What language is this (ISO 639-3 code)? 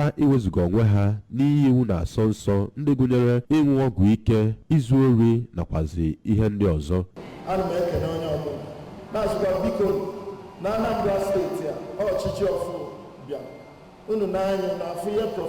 ibo